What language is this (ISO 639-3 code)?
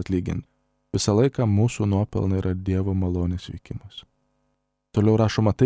lit